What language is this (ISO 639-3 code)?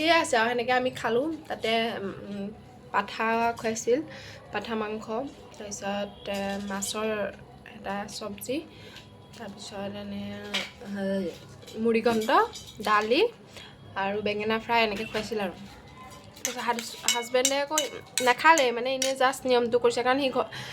asm